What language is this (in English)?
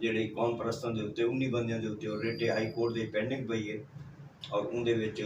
Saraiki